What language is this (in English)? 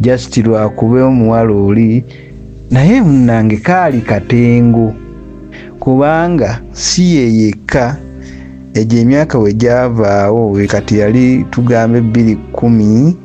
Ganda